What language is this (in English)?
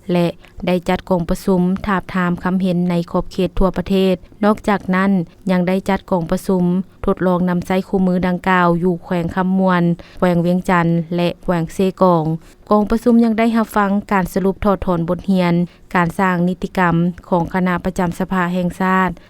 Lao